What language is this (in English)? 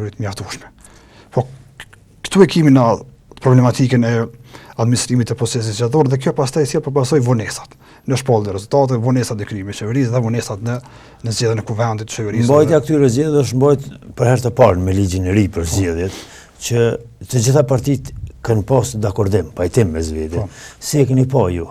Albanian